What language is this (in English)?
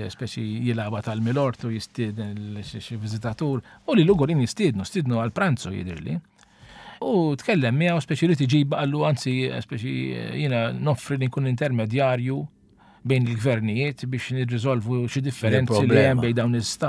Maltese